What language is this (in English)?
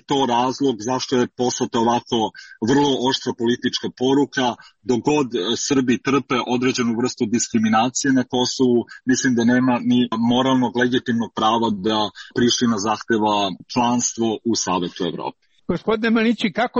Serbian